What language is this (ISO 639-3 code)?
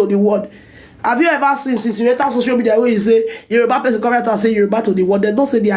pcm